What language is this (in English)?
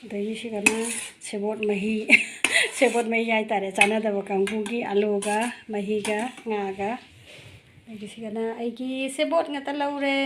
Manipuri